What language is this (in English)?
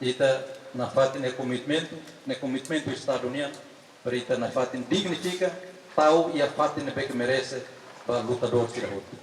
Tetum